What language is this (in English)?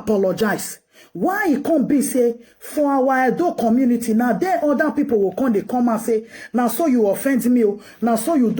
Nigerian Pidgin